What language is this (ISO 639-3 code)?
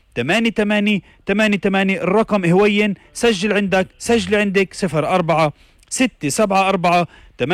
apc